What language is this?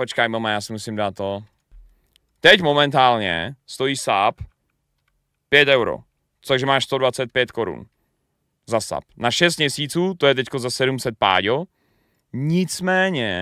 Czech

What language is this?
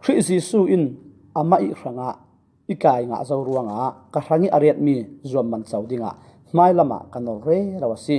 Falam Chin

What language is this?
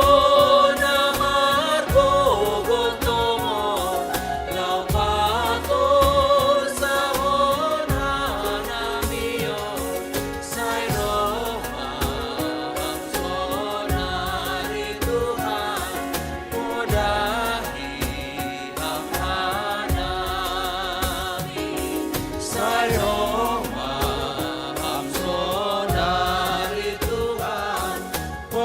Batak Simalungun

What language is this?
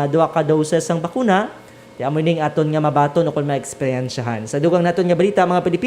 Hiligaynon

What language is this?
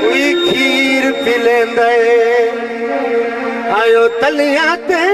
Saraiki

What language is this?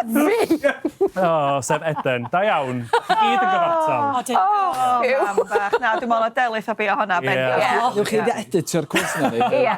Welsh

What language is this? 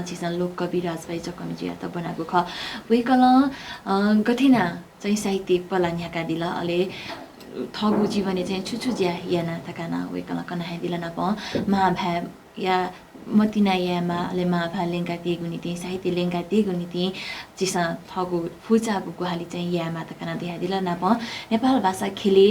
Newari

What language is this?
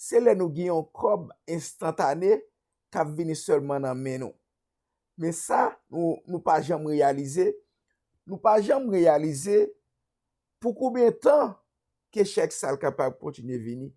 Haitian Creole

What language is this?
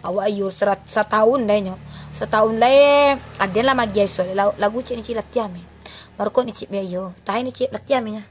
Minangkabau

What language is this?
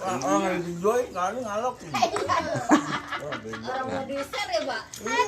Betawi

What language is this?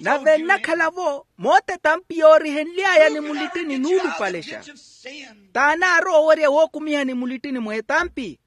Makhuwa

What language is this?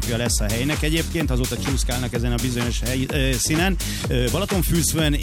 Hungarian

